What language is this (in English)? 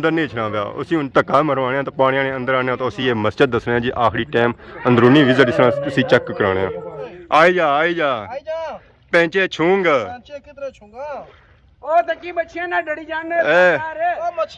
Pahari-Potwari